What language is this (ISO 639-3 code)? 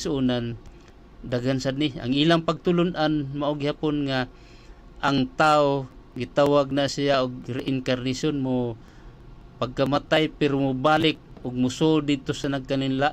ceb